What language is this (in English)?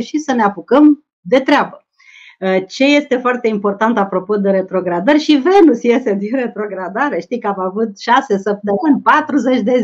Romanian